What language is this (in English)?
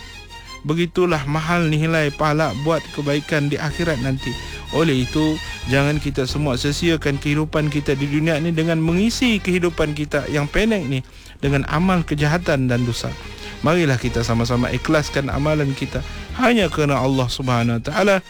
Malay